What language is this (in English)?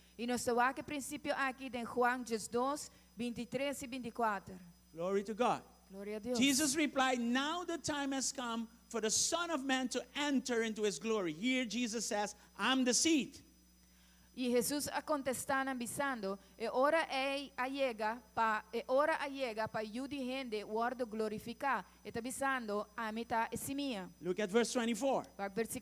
Papiamento